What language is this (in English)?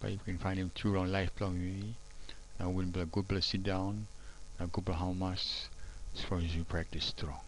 Tok Pisin